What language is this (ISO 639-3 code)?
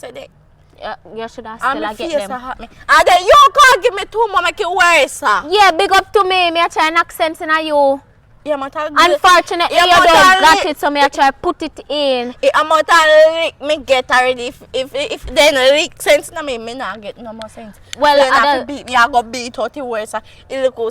jam